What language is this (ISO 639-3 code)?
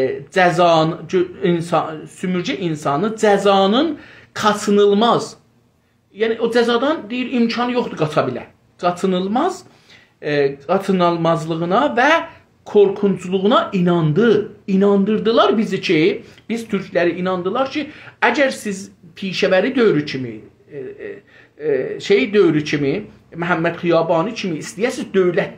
azb